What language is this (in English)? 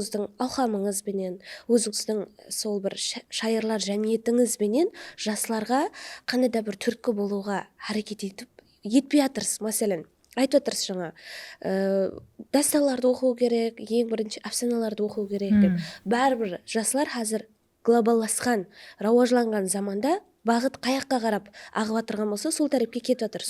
Kara-Kalpak